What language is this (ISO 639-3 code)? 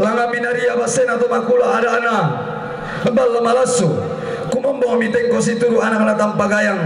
sda